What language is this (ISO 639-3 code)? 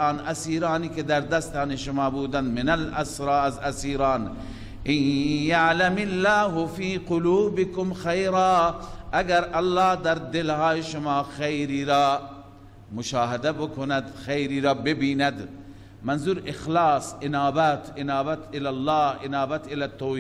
fas